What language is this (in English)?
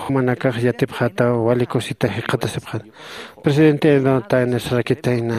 Aymara